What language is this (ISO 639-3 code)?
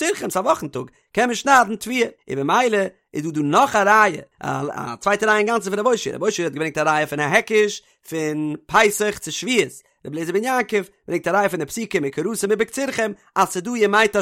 yid